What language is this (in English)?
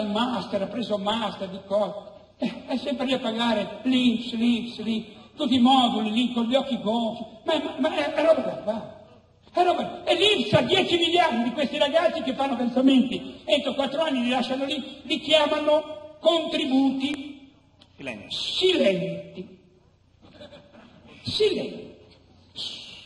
Italian